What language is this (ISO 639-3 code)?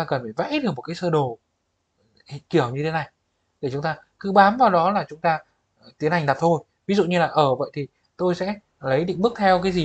vie